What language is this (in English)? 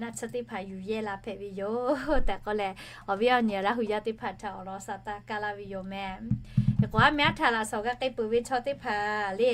Lahu